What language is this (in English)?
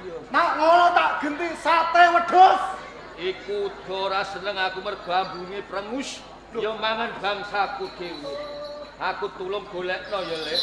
Javanese